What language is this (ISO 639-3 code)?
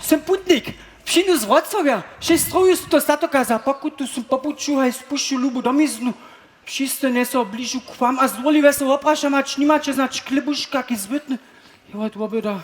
hsb